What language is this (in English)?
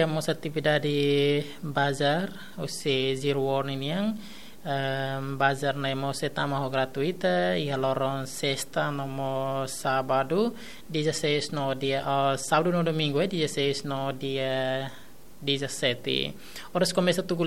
Tetum